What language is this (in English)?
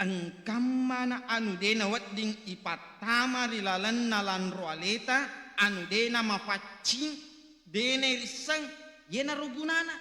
Buginese